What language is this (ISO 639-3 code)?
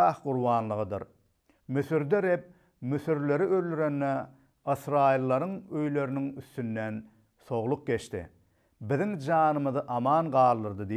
tuk